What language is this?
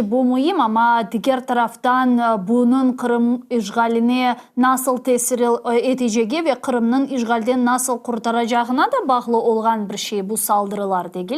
Crimean Tatar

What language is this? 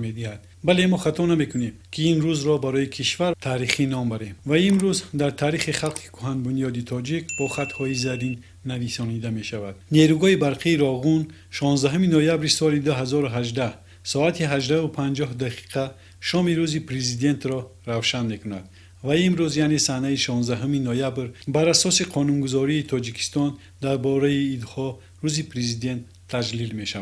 Tajik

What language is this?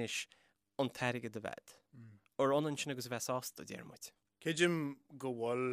Irish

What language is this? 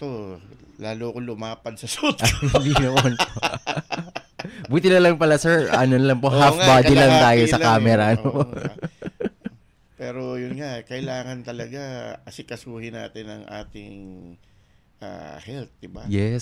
Filipino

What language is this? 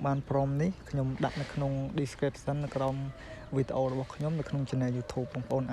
Khmer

